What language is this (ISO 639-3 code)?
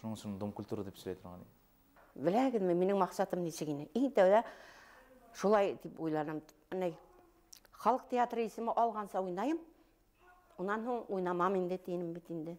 bak